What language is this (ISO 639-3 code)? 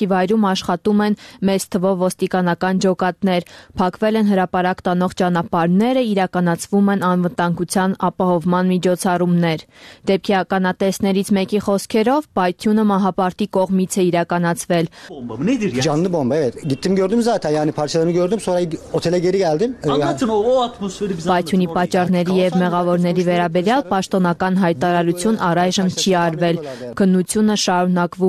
hye